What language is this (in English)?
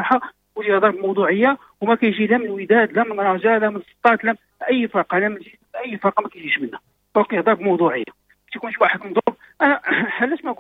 Moroccan Arabic